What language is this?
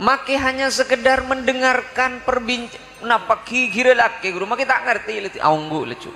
Madurese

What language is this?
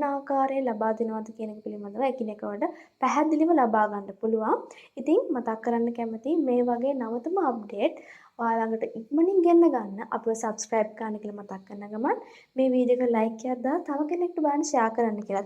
Sinhala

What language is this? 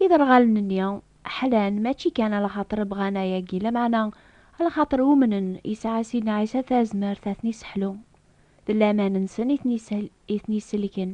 Kabyle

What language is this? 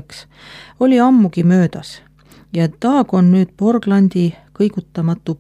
Estonian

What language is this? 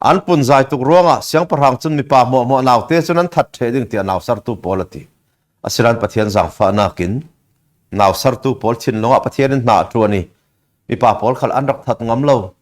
Falam Chin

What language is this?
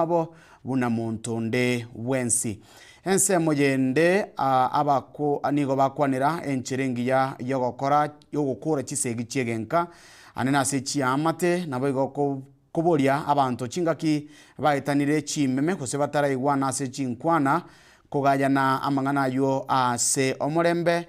Gusii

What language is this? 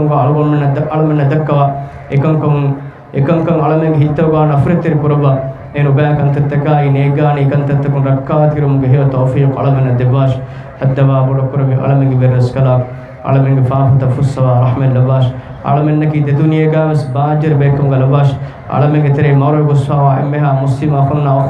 Divehi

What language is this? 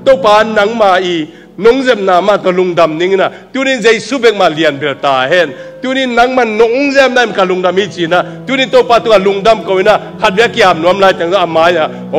Tedim Chin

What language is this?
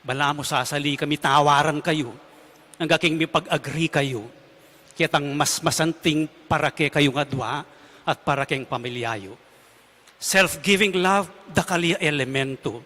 Pampanga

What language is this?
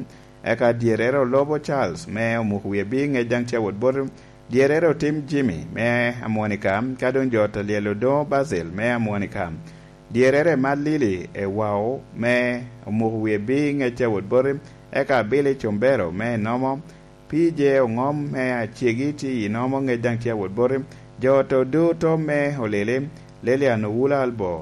Lango (Uganda)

